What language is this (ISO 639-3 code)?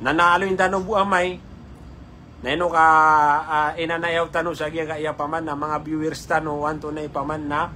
mrw